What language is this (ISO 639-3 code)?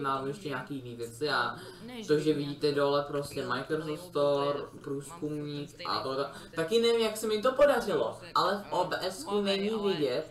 ces